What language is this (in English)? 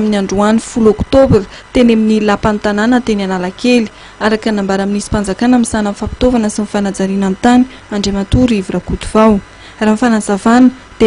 Malagasy